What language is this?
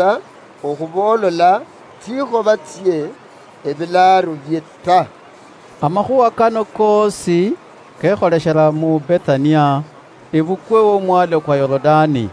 Luyia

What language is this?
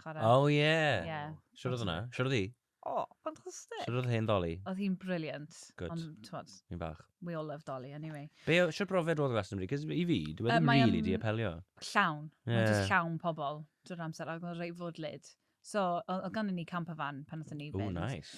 Welsh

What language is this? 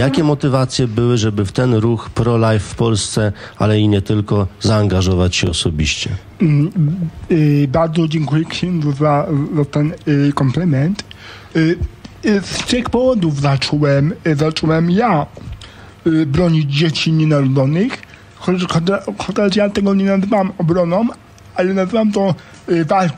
Polish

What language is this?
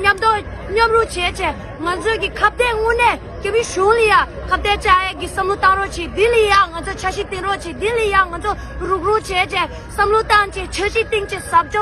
Tibetan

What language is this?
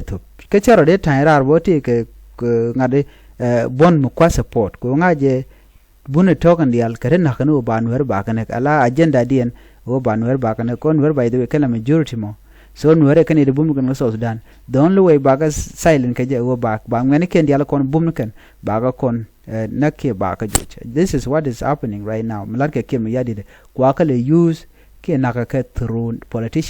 Nuer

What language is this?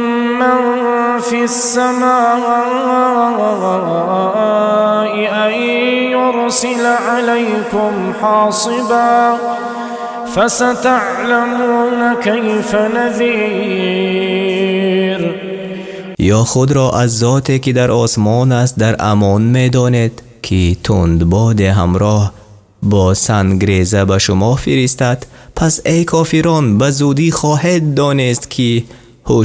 Tajik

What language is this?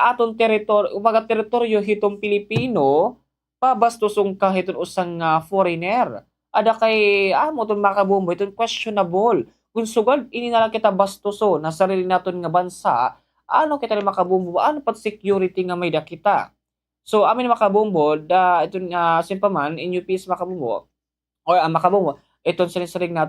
Waray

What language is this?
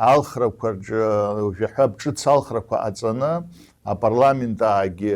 Abkhazian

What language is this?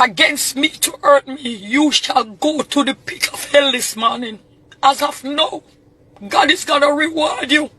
Jamaican Creole English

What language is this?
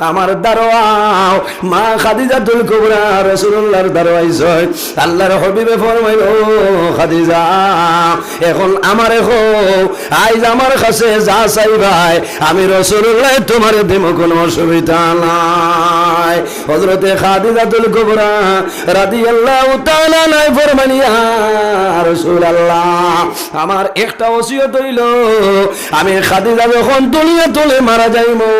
Sylheti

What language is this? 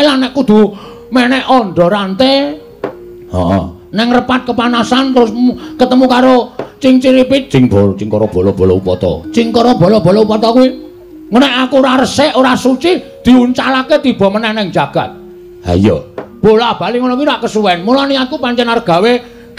Javanese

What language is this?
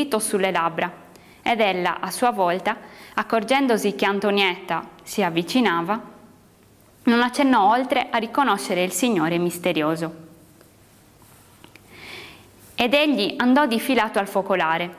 Italian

